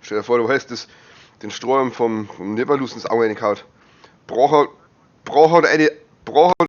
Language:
Bavarian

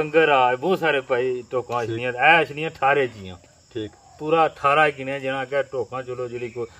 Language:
Pahari-Potwari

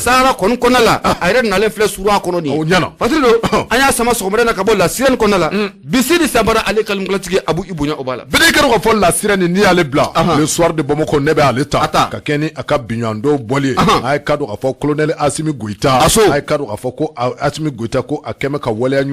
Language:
Bambara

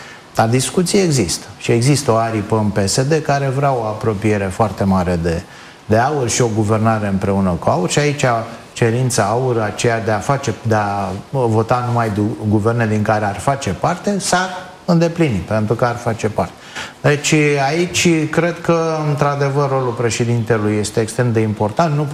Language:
Romanian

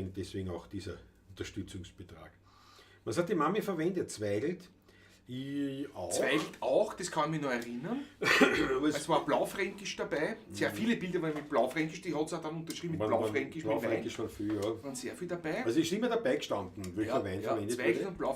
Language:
Bavarian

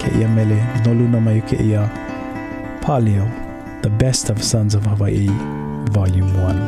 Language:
Hawaiian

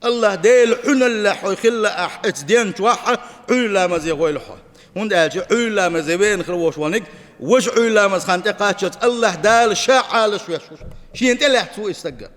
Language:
Chechen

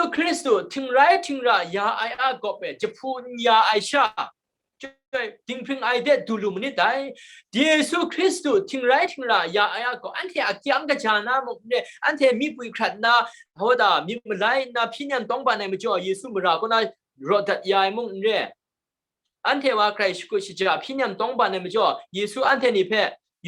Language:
Kachin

